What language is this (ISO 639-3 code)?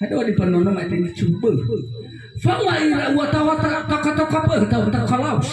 nia